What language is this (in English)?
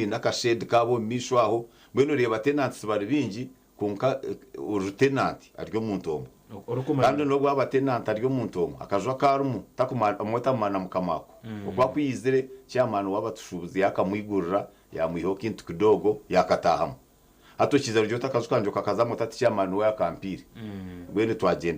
Nyankole